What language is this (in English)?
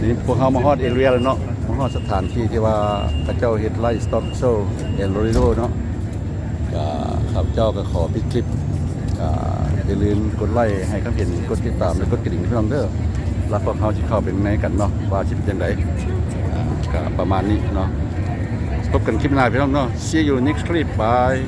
Lao